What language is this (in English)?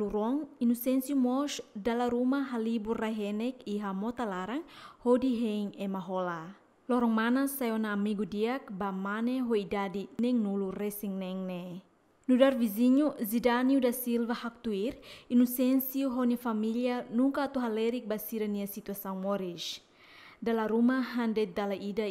Tetum